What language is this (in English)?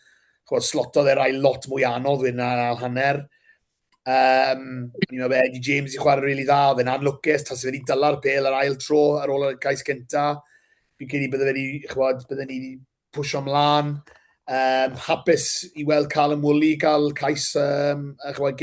Welsh